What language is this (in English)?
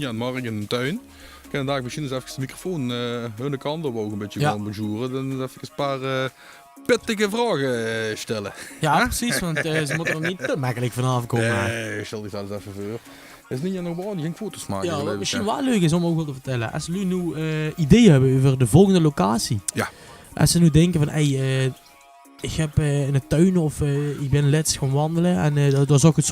Limburgish